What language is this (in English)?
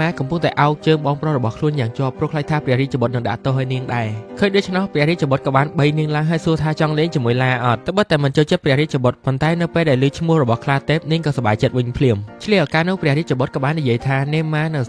Khmer